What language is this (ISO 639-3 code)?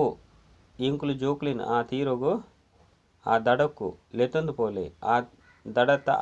tcy